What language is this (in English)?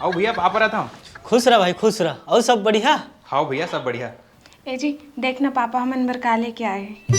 Chhattisgarhi